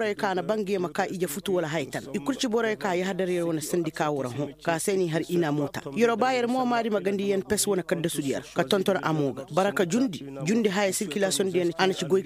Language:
Koyraboro Senni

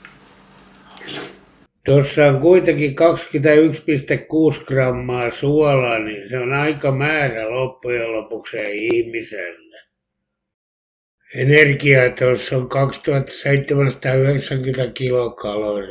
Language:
Finnish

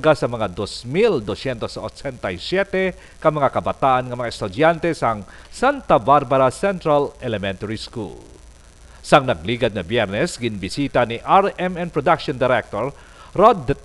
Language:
Hiligaynon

